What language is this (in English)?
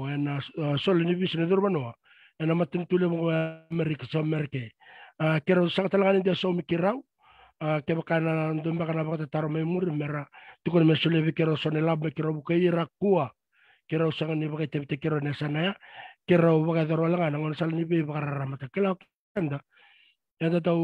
Fijian